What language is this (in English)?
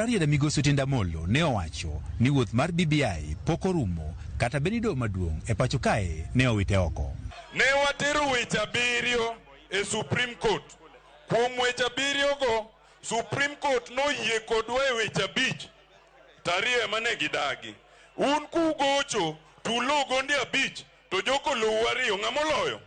Luo (Kenya and Tanzania)